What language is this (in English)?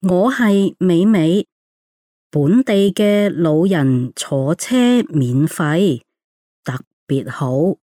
Cantonese